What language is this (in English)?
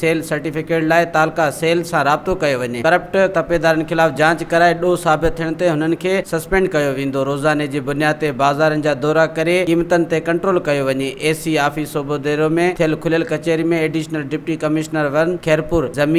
Sindhi